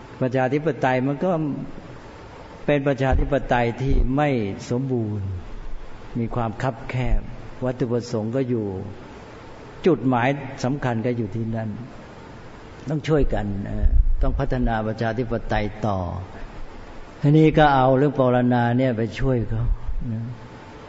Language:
Thai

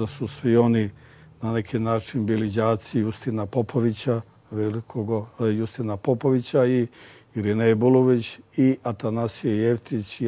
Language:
Serbian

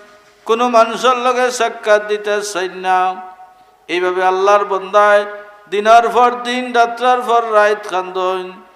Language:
Sylheti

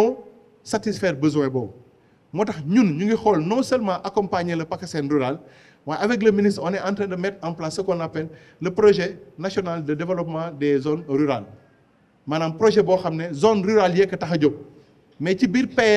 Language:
Wolof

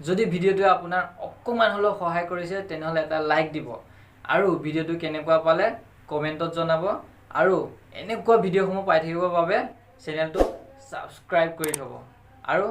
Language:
Assamese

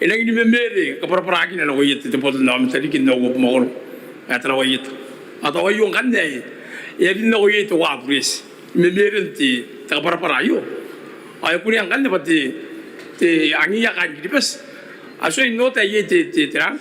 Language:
Gilbertese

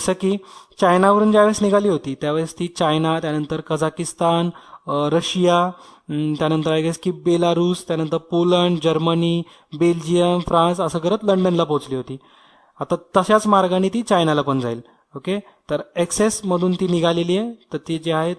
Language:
Marathi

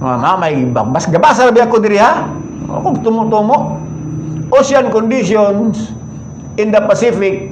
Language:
Cebuano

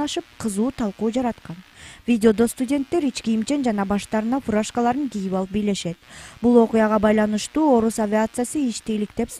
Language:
Kyrgyz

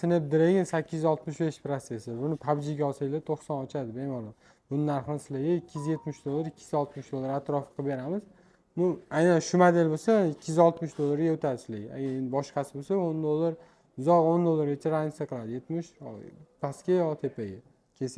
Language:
Uzbek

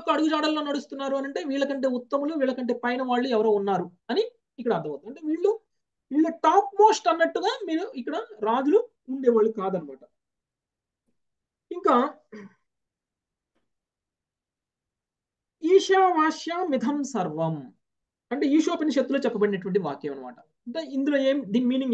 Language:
Telugu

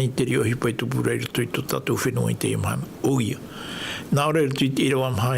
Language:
Tahitian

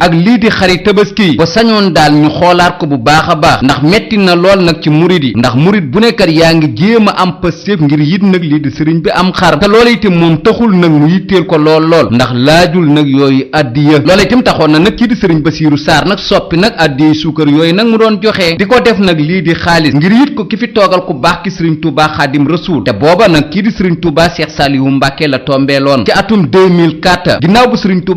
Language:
Wolof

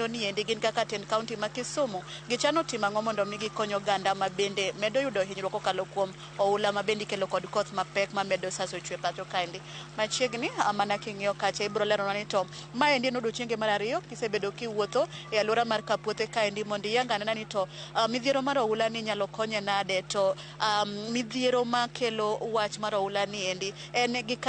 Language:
Luo (Kenya and Tanzania)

